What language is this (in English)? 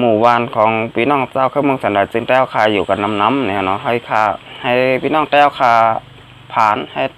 Shan